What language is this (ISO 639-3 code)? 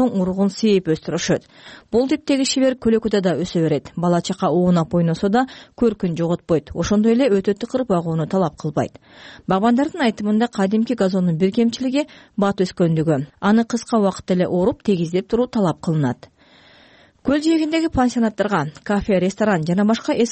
kir